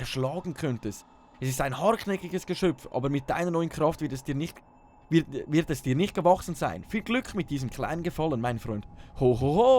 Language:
Swiss German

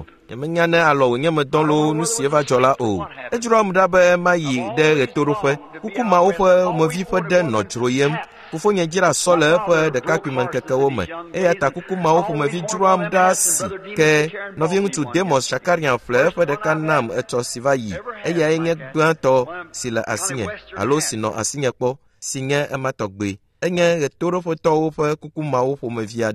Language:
Ewe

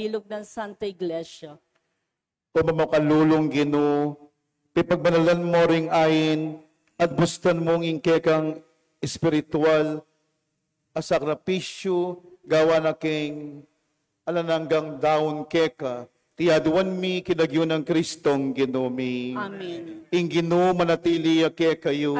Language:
Pampanga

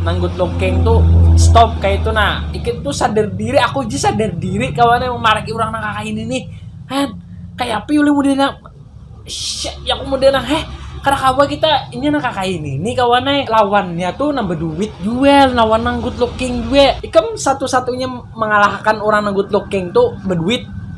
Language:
Banjar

